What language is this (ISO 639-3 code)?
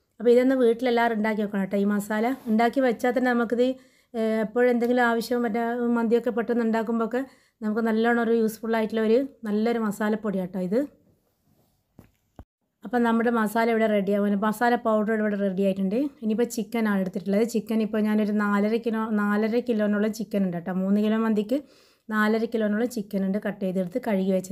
mal